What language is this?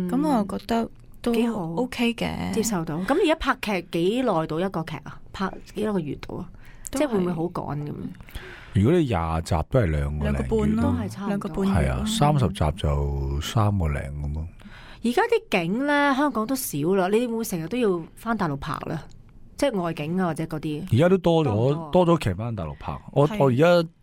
Cantonese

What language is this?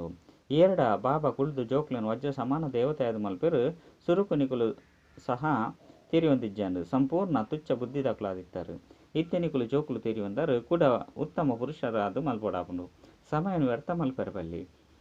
Tulu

